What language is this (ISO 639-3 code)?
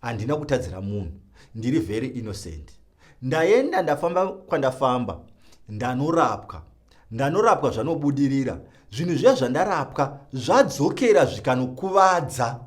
sna